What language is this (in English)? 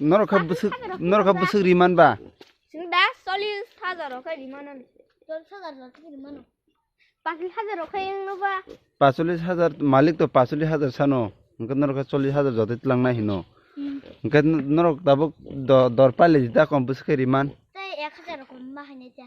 Kok Borok